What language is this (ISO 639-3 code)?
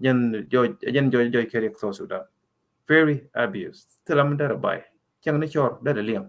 nus